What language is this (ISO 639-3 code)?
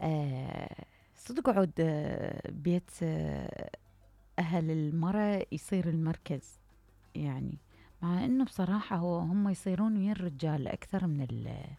acm